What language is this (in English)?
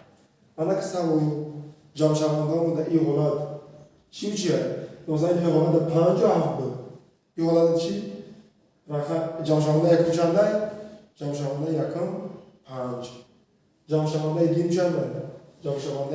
Tajik